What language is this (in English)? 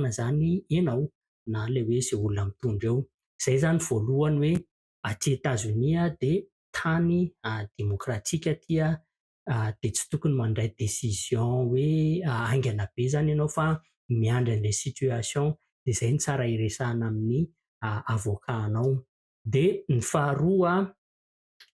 Malagasy